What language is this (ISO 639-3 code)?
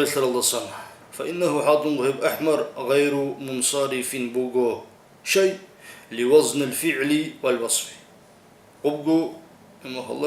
ava